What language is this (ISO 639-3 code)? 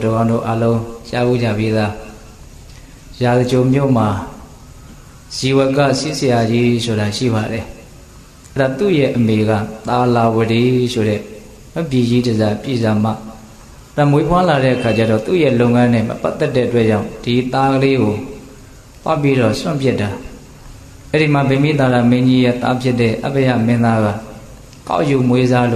mya